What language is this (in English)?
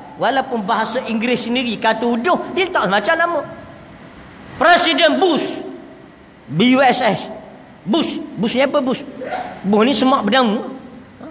Malay